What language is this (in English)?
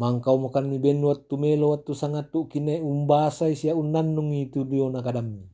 Toraja-Sa'dan